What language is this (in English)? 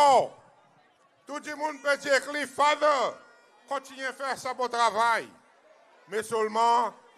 Seselwa Creole French